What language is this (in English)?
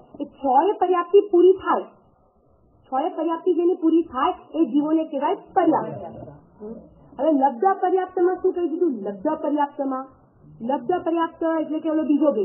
Gujarati